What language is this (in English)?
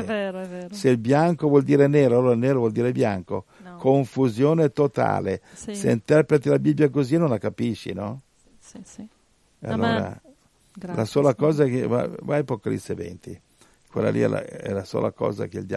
Italian